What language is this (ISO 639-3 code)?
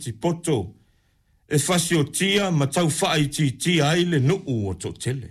smo